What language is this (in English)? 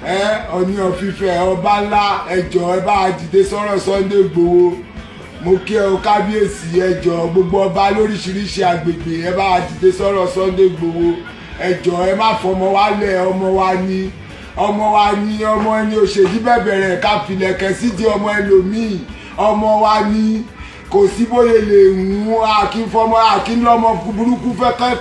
Yoruba